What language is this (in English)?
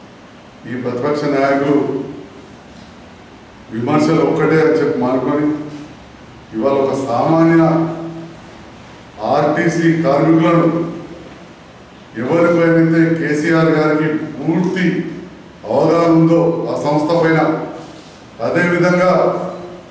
Telugu